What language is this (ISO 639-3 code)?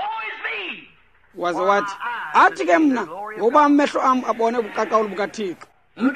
xho